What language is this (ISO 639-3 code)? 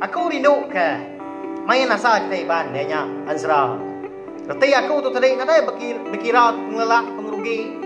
iba